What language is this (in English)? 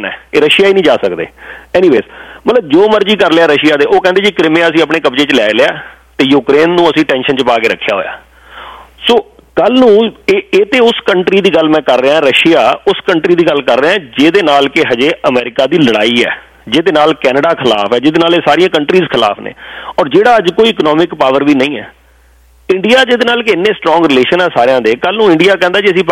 Punjabi